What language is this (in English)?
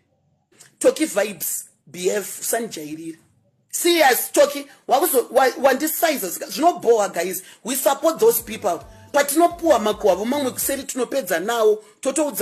Shona